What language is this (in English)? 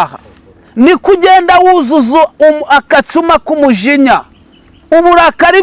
Kinyarwanda